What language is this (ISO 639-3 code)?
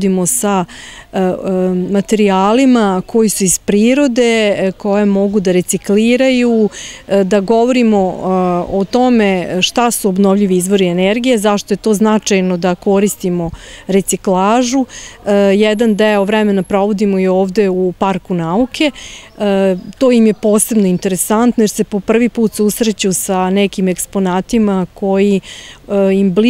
srp